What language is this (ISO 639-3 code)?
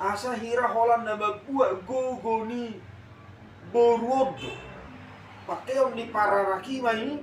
bbc